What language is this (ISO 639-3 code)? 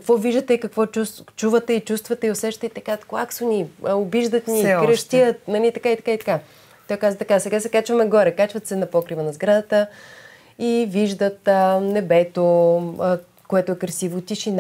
bul